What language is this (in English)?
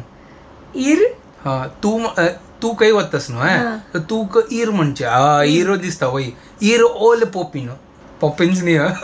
Konkani